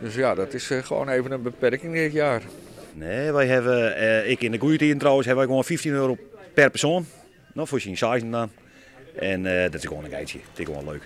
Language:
Western Frisian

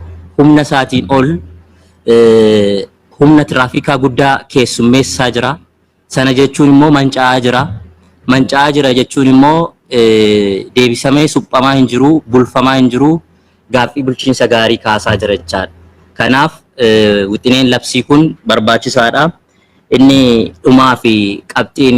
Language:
Oromo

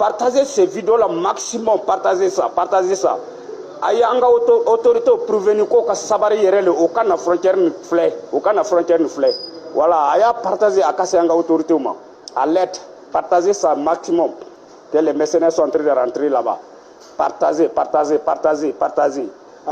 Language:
Bambara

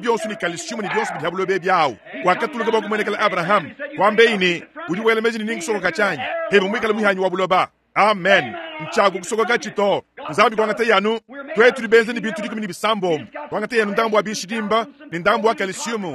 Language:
Luba-Lulua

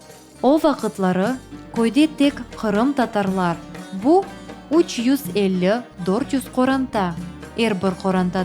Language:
Crimean Tatar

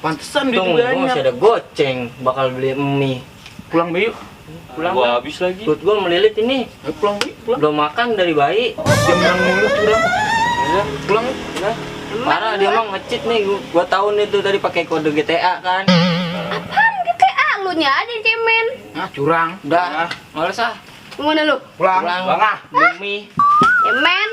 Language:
Betawi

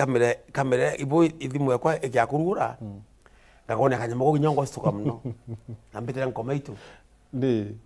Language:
Meru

